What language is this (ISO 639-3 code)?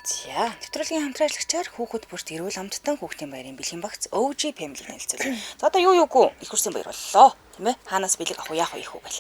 mon